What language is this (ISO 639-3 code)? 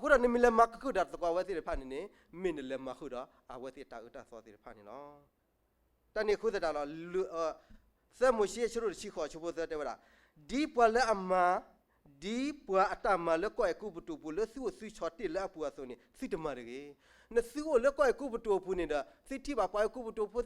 ksw